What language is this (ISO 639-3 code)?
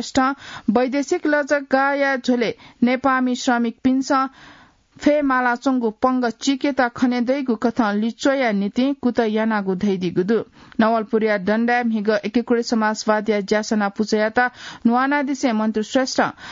new